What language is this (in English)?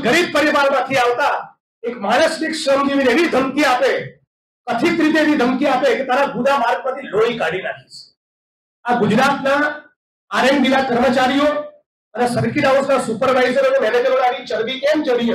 Gujarati